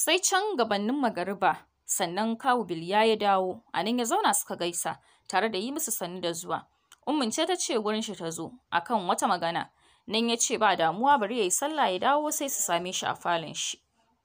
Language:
Hausa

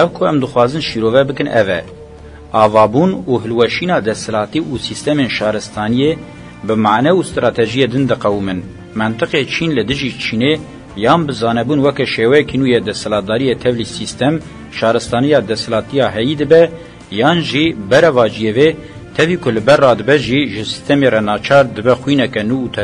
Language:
Kurdish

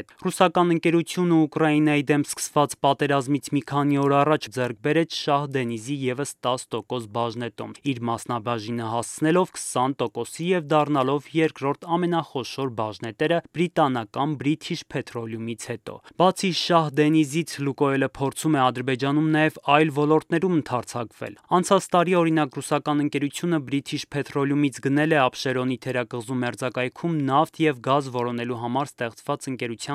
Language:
Armenian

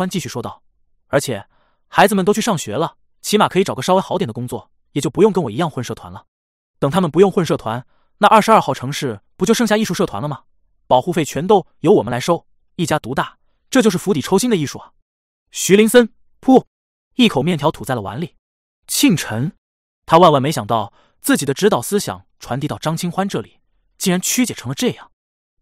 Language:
Chinese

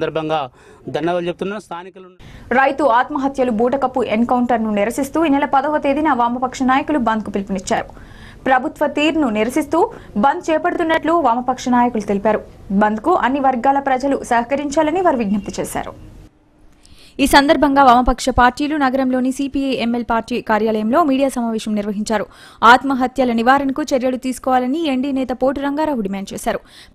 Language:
Telugu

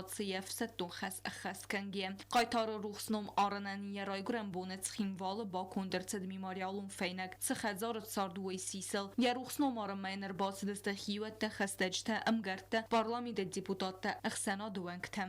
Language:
Ossetic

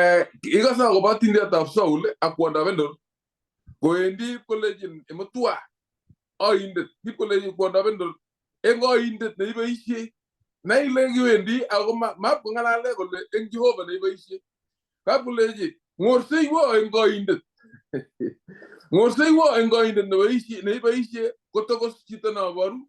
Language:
Kalenjin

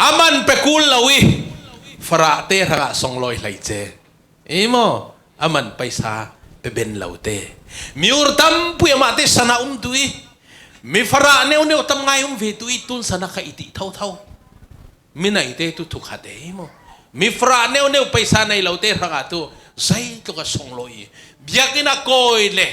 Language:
Falam Chin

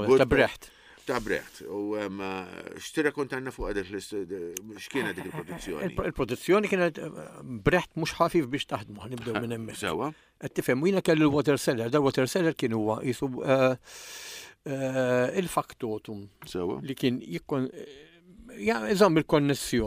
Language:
Maltese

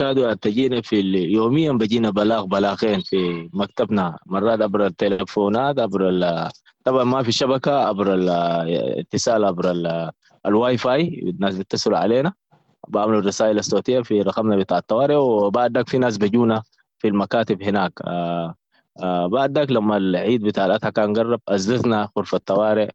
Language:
Sudanese Arabic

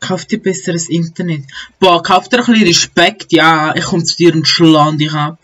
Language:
Swiss German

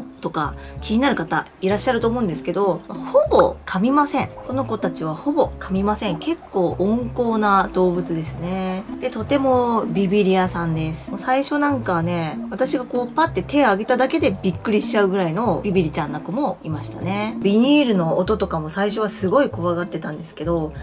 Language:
Japanese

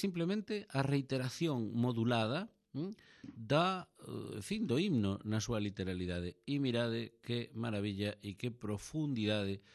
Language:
Galician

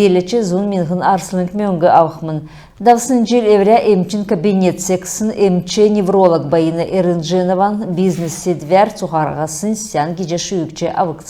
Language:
Kalmyk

